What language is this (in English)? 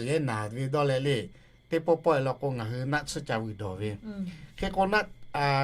Lahu